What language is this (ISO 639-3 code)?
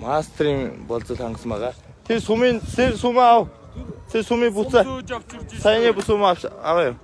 mon